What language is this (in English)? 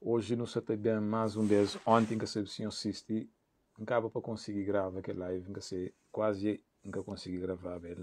Kabuverdianu